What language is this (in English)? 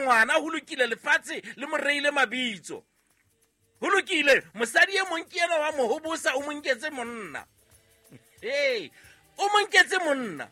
Southern Sotho